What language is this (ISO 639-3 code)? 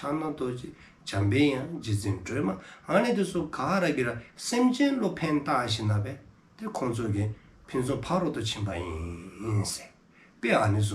dzo